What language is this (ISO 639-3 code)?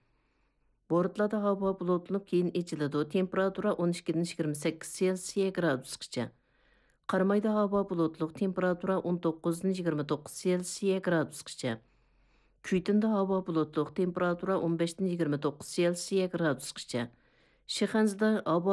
uig